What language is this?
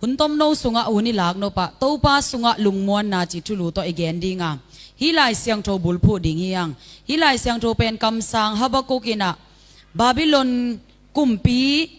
Tedim Chin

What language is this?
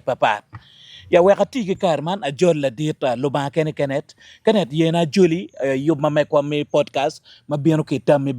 Acoli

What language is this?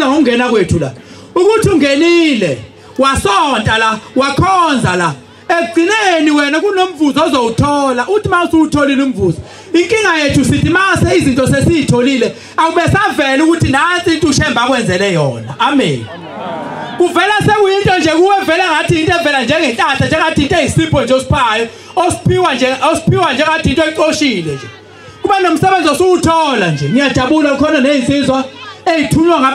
Zulu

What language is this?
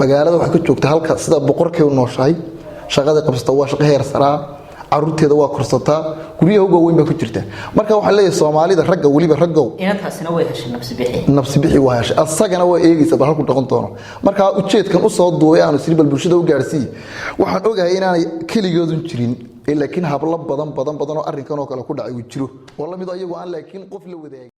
Somali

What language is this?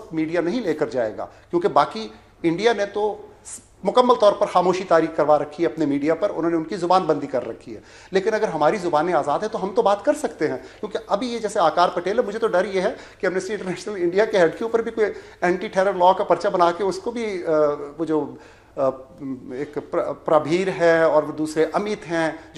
Urdu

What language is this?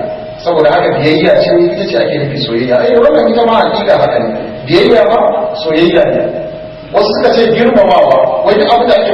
Hausa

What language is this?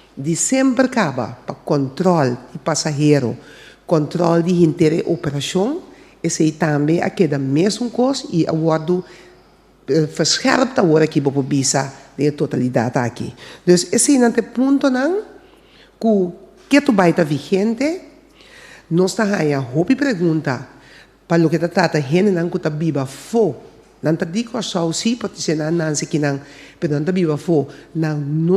Papiamento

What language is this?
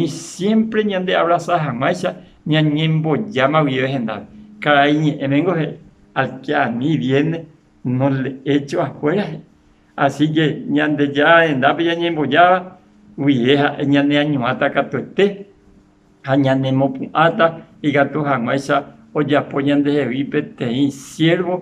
Guarani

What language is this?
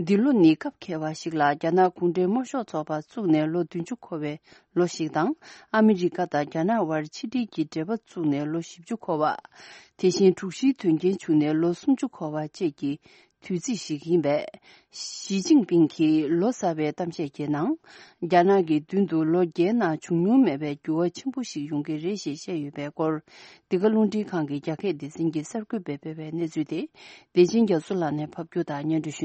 Tibetan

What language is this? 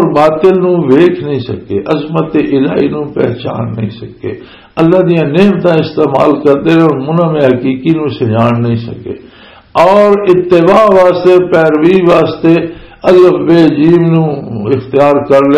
Western Panjabi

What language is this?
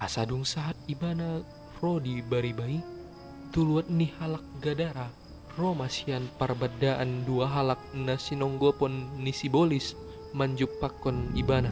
Batak Toba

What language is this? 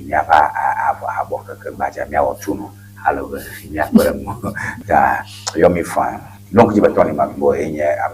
Ewe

